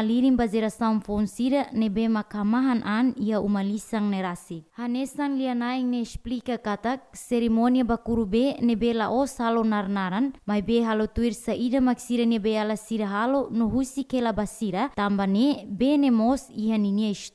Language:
Tetum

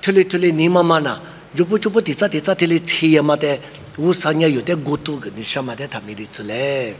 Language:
Lisu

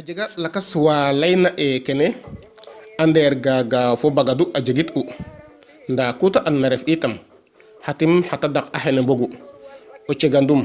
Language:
Serer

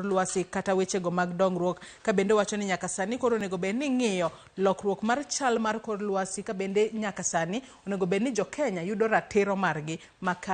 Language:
Luo (Kenya and Tanzania)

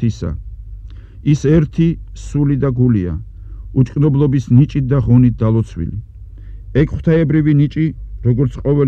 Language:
Georgian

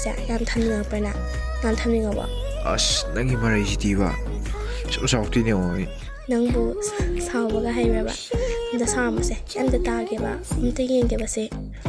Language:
Manipuri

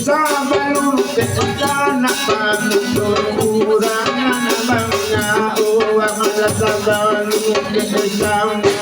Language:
Minangkabau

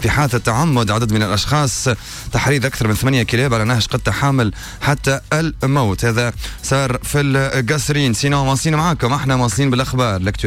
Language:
Tunisian Arabic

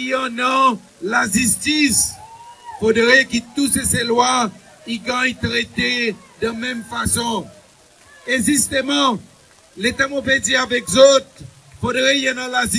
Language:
Seselwa Creole French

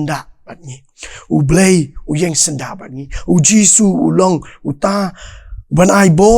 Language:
Khasi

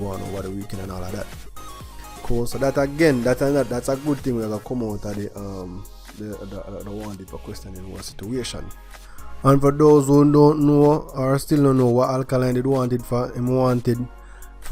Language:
Jamaican Creole English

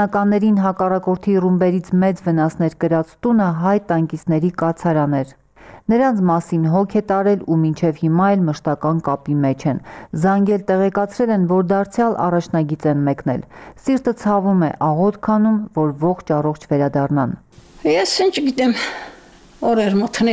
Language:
Armenian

